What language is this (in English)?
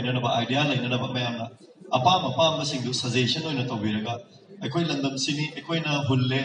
Manipuri